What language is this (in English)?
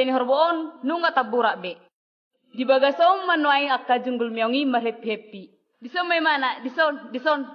Batak Toba